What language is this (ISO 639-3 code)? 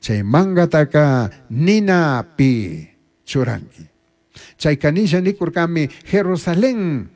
qug